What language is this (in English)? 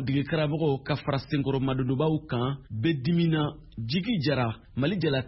Bambara